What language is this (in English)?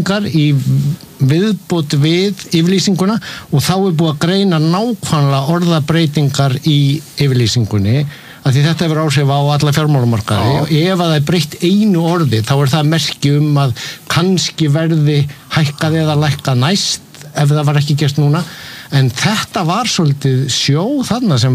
Icelandic